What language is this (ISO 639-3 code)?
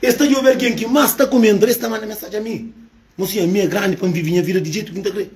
kea